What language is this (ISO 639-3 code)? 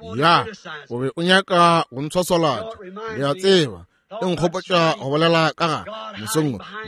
nso